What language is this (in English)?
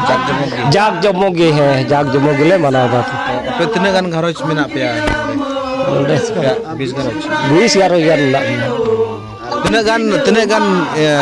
Santali